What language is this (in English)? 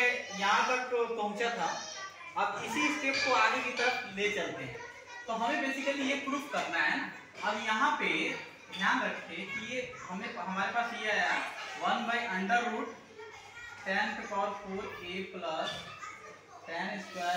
Hindi